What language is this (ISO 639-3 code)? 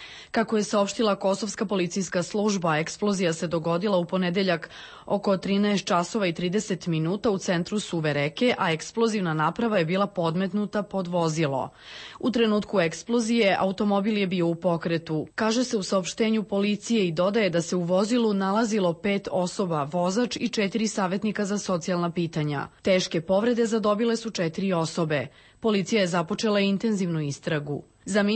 srp